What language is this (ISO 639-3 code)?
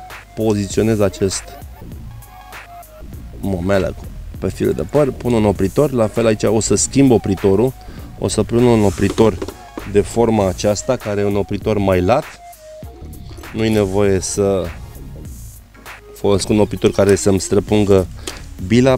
ron